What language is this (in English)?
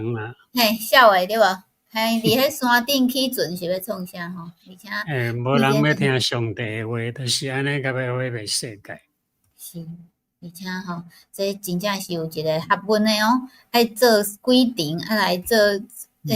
Min Nan Chinese